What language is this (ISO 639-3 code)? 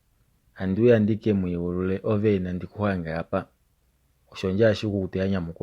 kua